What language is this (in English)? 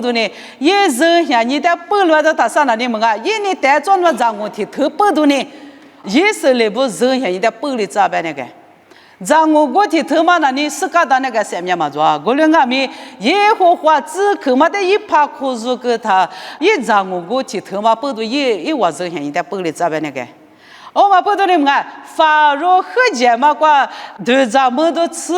Lisu